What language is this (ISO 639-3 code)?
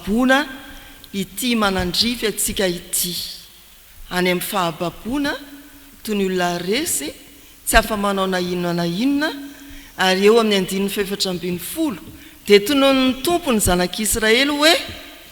mlg